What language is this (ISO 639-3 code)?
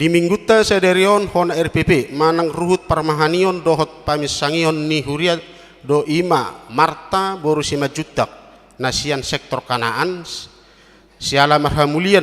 bbc